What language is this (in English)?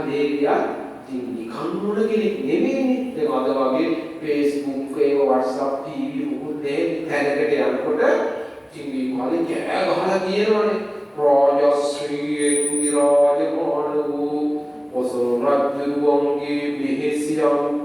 Sinhala